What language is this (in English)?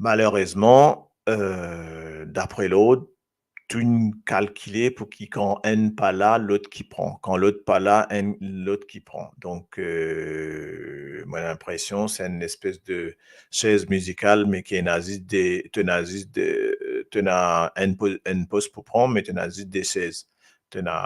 Morisyen